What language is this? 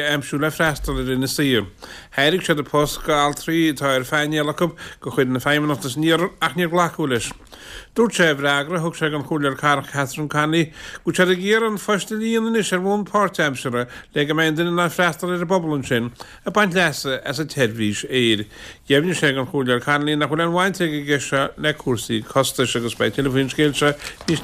Irish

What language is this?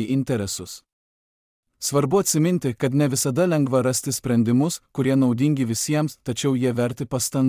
Lithuanian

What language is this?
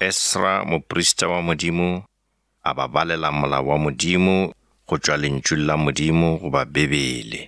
Northern Sotho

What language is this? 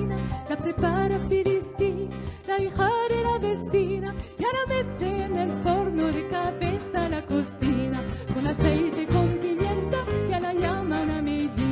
Ladino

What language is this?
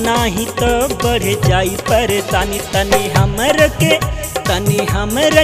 Bhojpuri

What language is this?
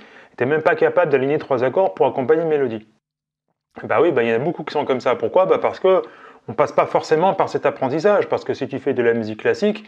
French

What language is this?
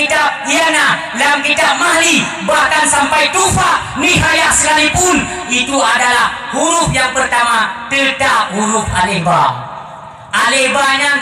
Achinese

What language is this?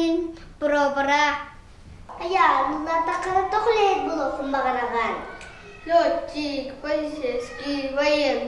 Yakut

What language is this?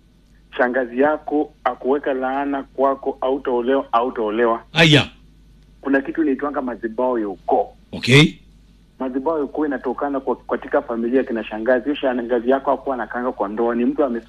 Swahili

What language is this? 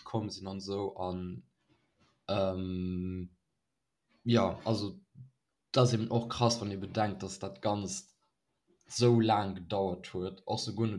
Luxembourgish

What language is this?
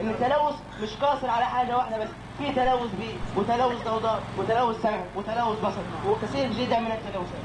Egyptian Arabic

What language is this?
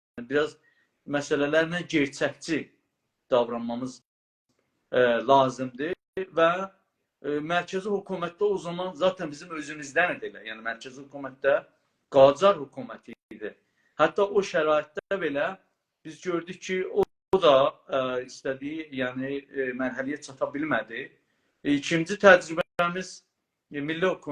South Azerbaijani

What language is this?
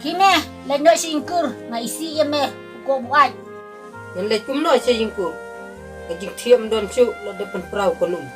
Khasi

